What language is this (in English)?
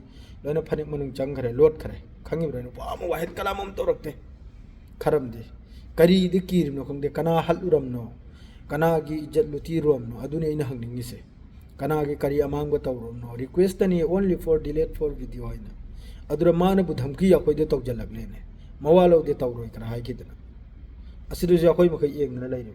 Manipuri